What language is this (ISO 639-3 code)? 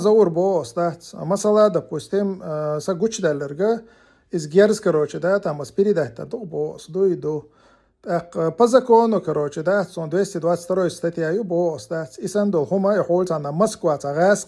che